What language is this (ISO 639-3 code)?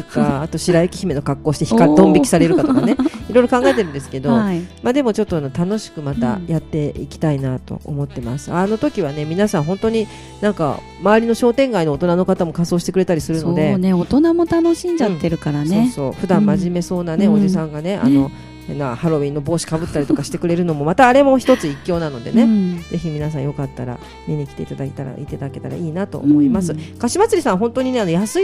jpn